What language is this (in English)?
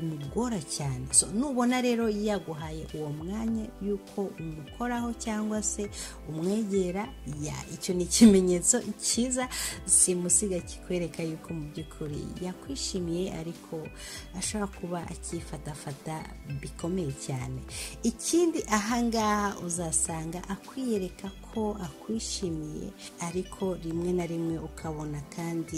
Kinyarwanda